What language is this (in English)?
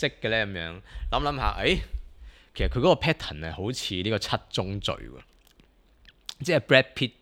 Cantonese